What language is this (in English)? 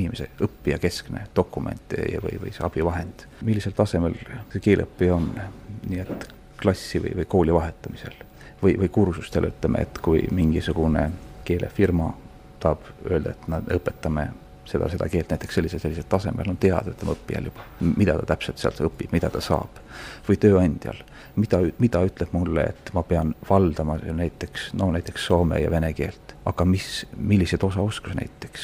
Estonian